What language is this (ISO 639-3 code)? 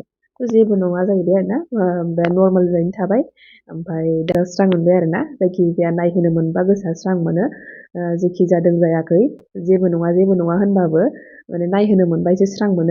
brx